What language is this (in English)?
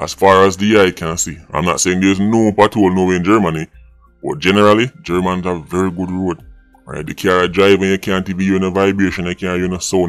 Jamaican Creole English